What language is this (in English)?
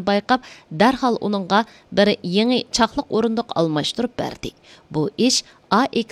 Uyghur